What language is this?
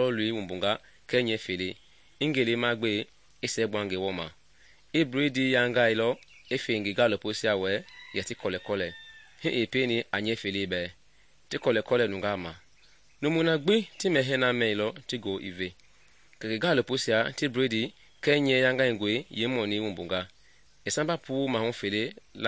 Mende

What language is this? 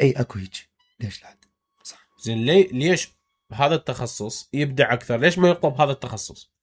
Mesopotamian Arabic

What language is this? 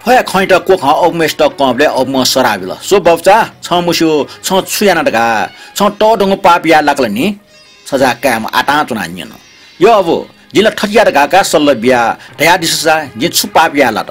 Newari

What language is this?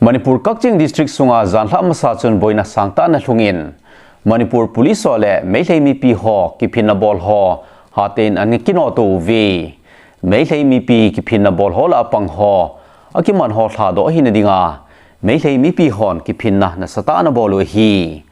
Thado Chin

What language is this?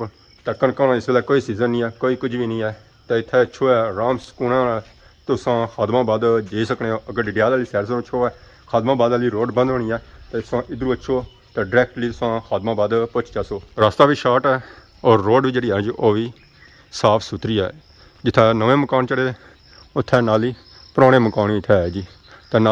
Pahari-Potwari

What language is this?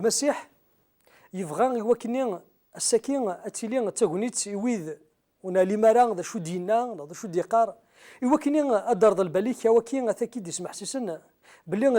Kabyle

